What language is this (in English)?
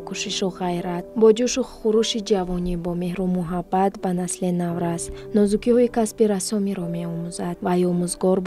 Tajik